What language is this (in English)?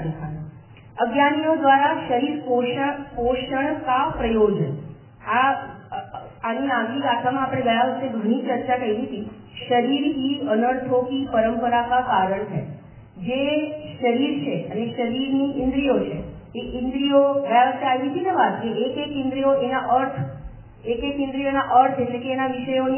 Gujarati